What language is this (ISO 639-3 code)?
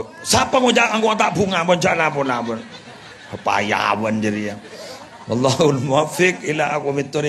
mad